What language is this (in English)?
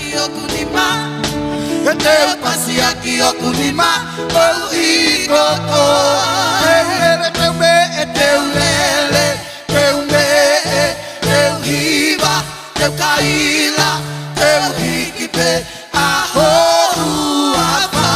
Tongan